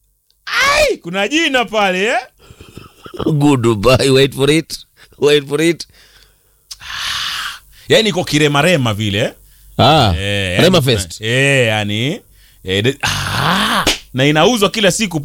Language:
Swahili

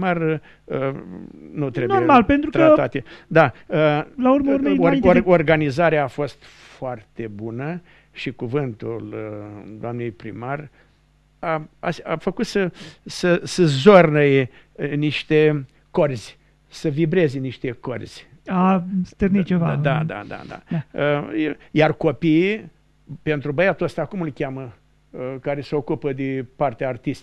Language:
Romanian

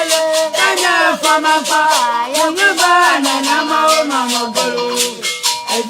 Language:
Ewe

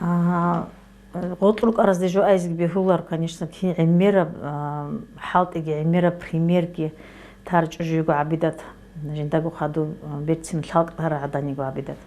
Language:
Avaric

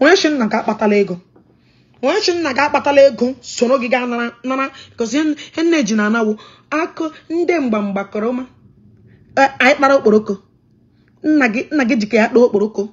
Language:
Igbo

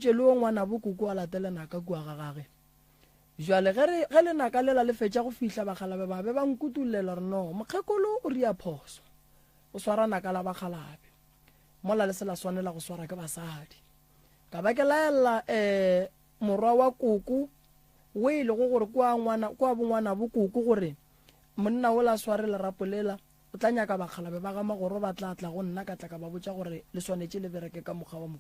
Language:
Northern Sotho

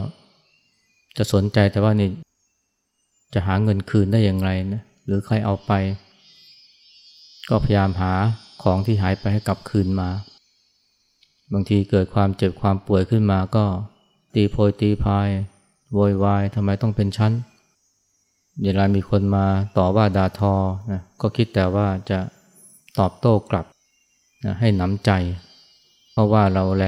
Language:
Thai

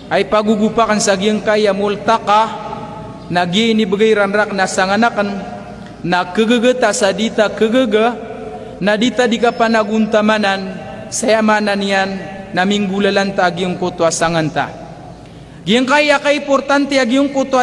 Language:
Maranao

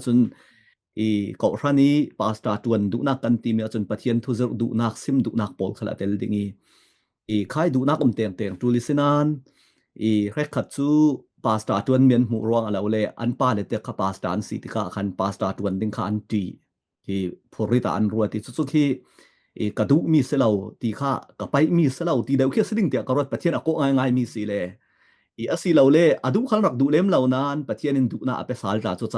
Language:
Falam Chin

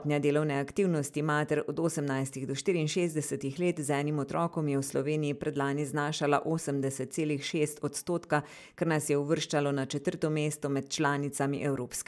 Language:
Slovenian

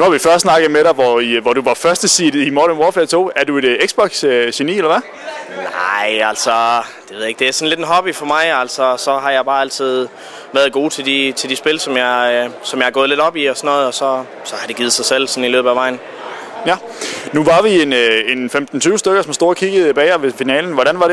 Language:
Danish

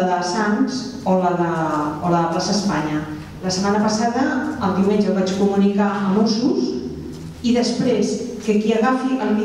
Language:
Catalan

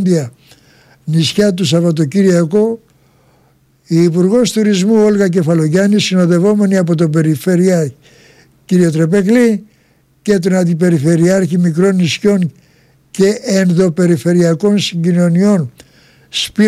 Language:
Greek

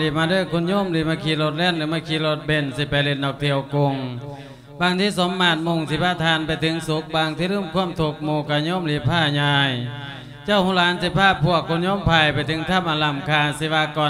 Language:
Lao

